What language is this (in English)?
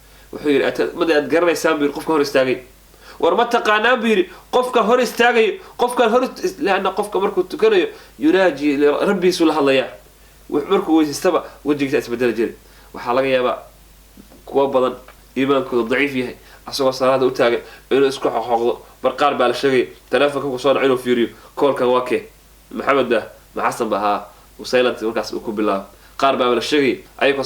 Somali